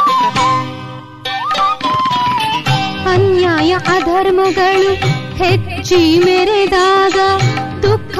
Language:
Kannada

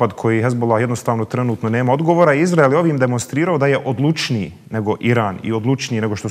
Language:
Bosnian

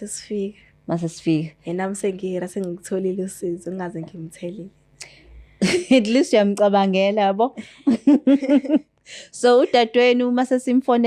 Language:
Zulu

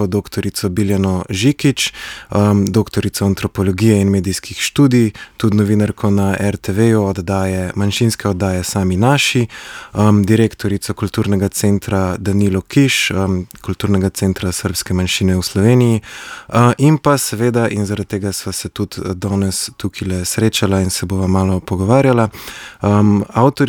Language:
Slovenian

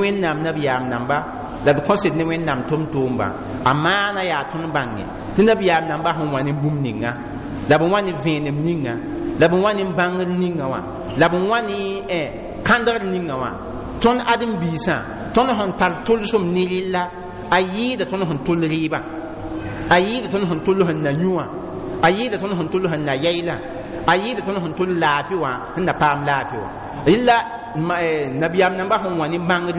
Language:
Mossi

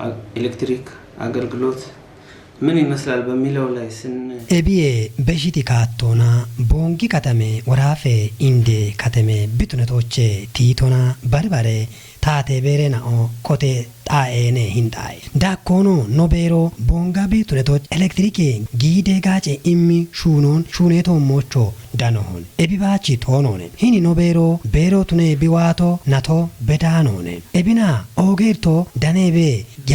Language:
Kafa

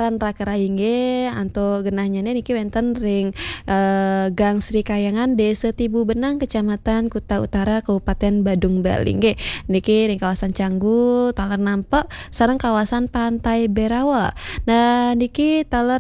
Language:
Balinese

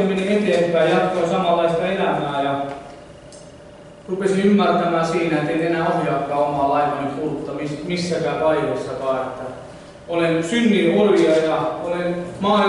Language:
Finnish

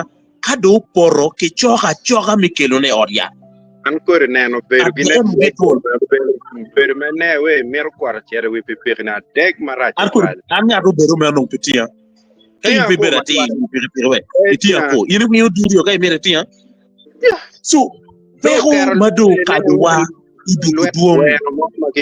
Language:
Acoli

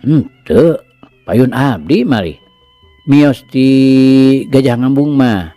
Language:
Sundanese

